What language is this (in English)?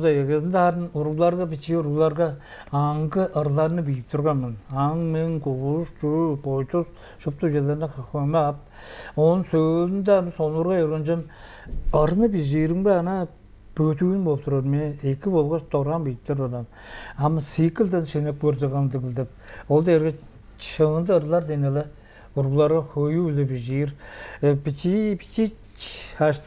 Tuvinian